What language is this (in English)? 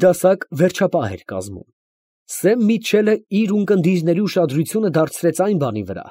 Armenian